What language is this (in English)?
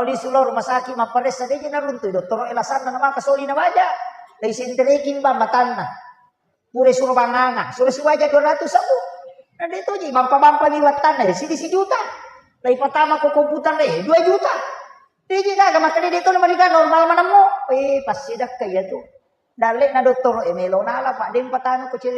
Buginese